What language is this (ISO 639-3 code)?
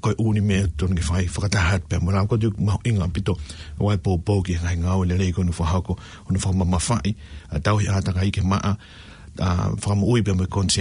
ton